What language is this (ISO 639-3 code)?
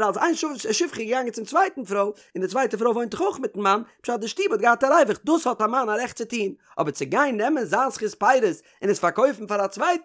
yid